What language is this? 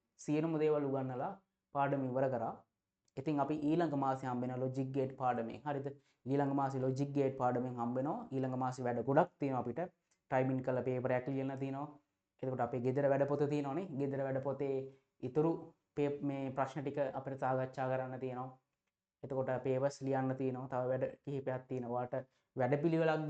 Sinhala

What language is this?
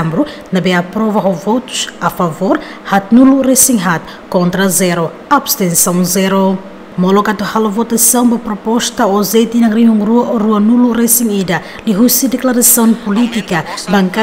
Tetum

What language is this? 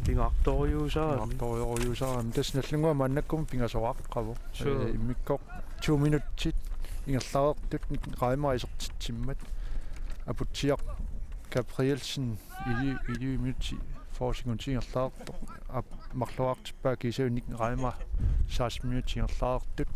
Kalaallisut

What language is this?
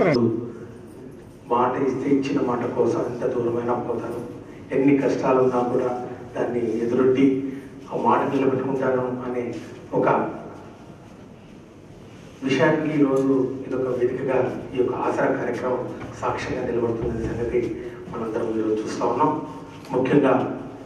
Telugu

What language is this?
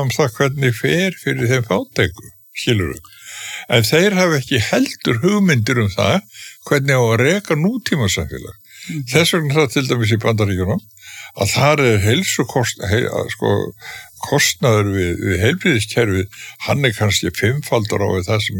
Icelandic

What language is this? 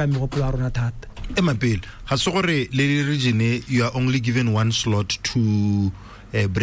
Tswana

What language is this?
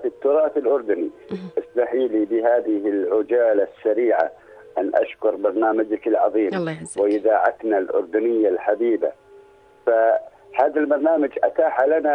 North Levantine Arabic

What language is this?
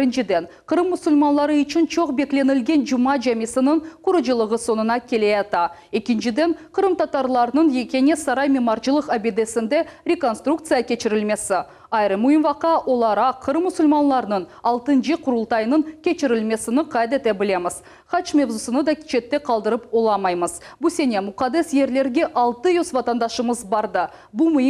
Crimean Tatar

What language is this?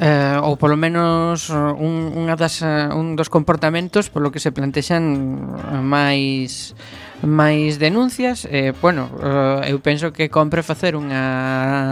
Galician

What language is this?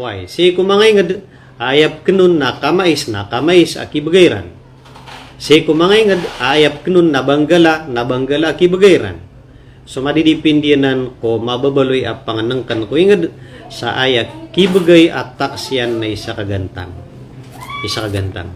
Maranao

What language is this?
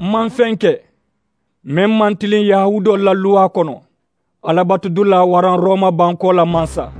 Mandingo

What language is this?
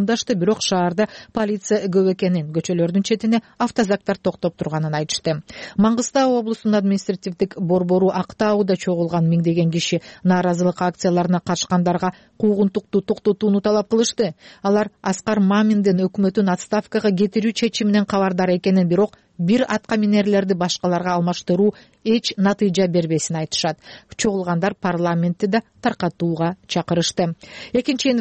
Kyrgyz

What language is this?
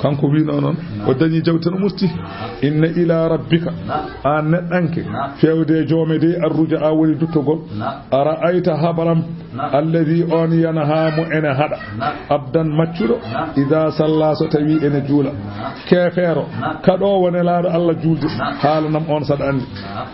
Fula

